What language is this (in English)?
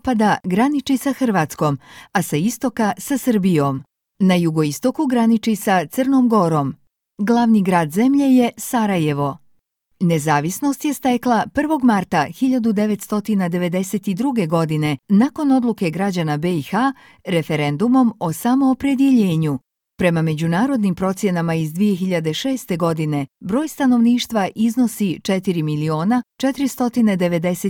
Croatian